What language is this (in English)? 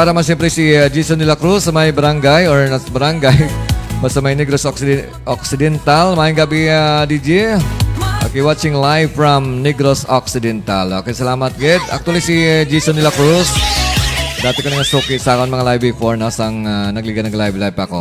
Hiligaynon